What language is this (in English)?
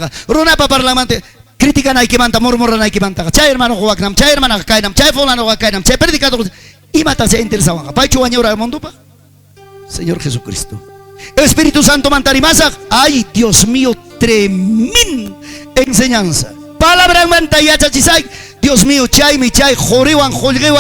Ayacucho Quechua